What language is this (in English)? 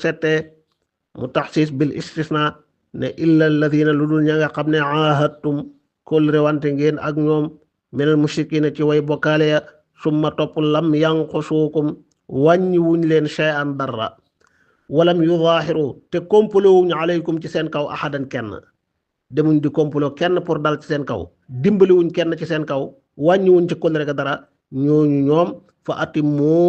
Wolof